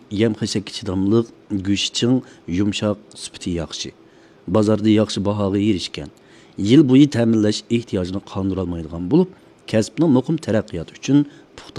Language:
Uyghur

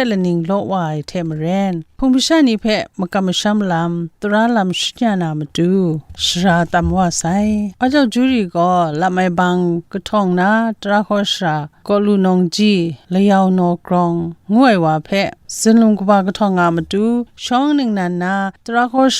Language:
Kachin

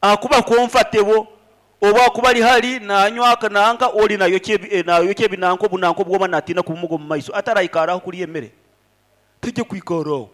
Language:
Nyankole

